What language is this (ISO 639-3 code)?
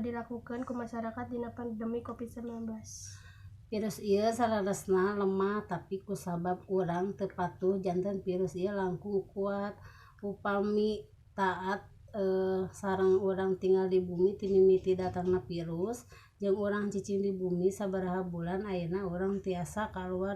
sun